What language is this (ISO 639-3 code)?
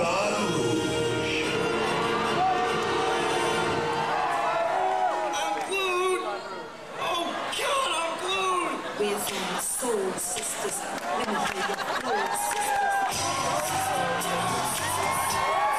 eng